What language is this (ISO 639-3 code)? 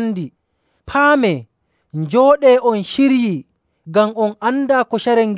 fuv